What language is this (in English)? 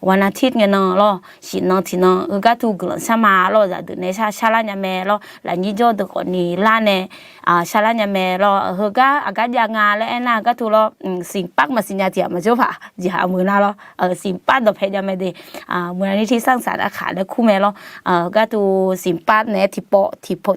Akha